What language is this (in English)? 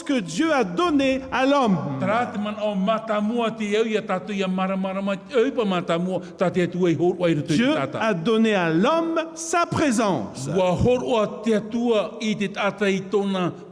Tahitian